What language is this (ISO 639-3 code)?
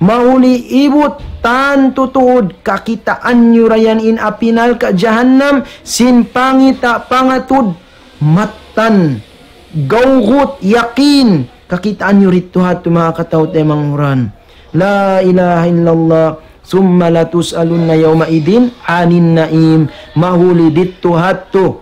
tsg